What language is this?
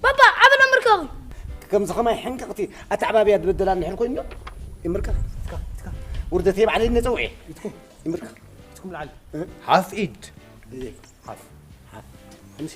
Tigrinya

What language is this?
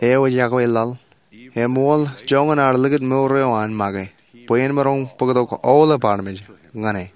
Marshallese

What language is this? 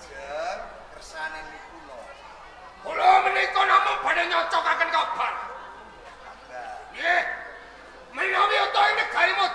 Javanese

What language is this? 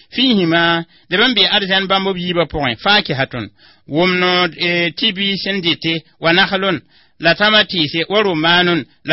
Mossi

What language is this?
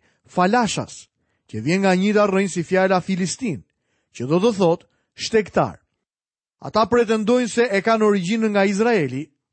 Albanian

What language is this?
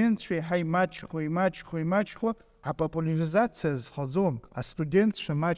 Abkhazian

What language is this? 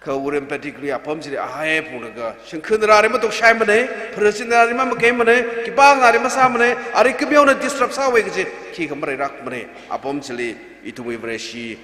Tangkhul Naga (India)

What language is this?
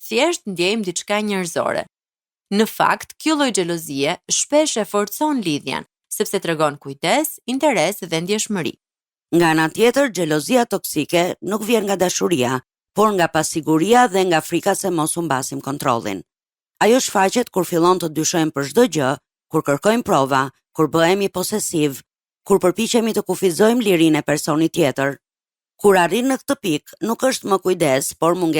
Albanian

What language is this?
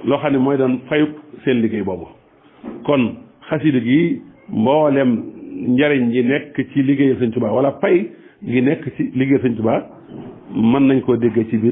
Wolof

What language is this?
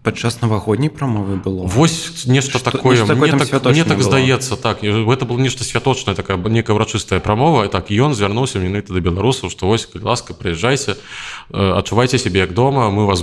Belarusian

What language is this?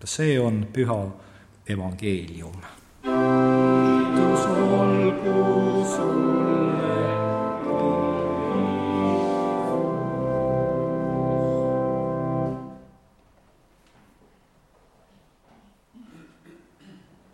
Estonian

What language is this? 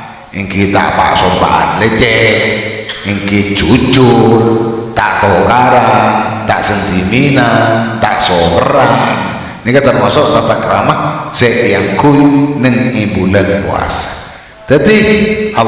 Madurese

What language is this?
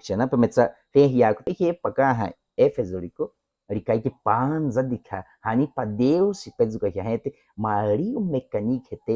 Baniwa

